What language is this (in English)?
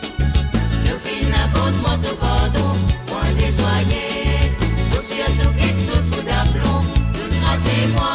Morisyen